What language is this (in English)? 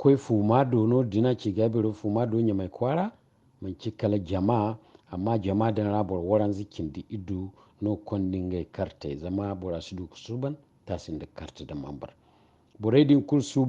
Zarma